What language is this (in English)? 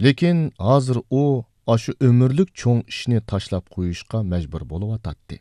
Uyghur